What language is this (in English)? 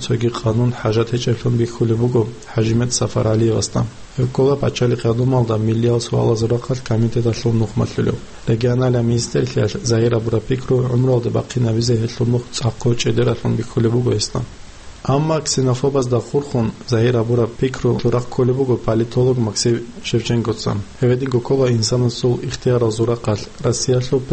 Avaric